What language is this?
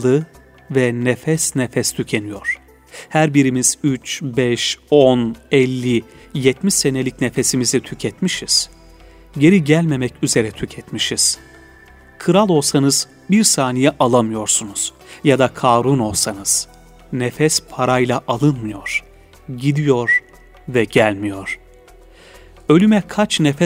Turkish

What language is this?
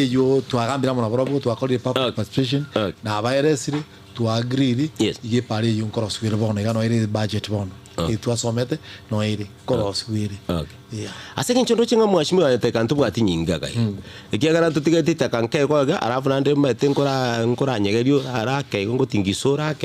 Gusii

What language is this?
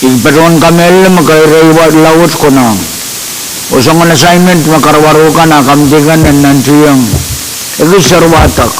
Pohnpeian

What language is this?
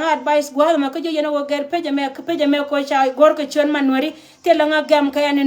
Nuer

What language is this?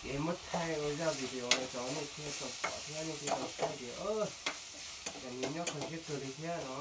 Hmong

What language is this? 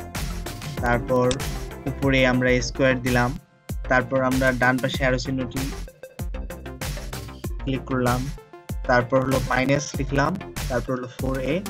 Bangla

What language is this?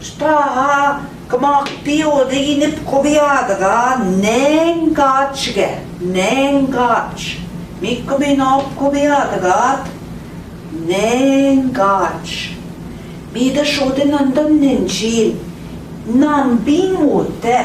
Central Ojibwa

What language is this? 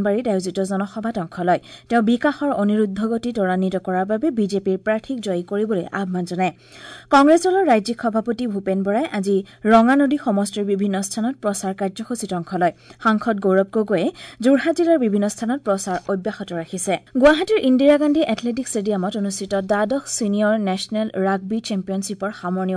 Assamese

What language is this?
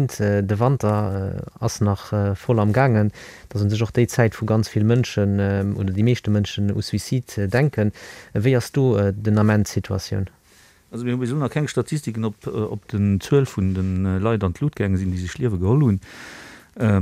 Luxembourgish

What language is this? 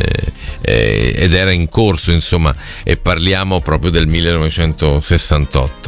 Italian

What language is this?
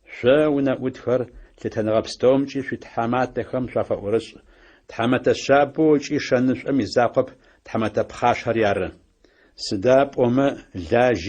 Adyghe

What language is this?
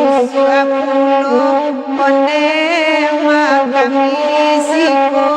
Minangkabau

